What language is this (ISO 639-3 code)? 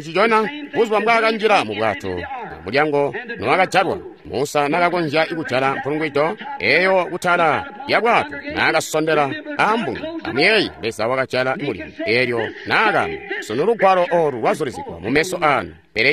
toi